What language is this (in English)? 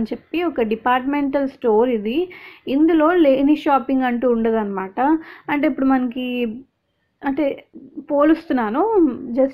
Telugu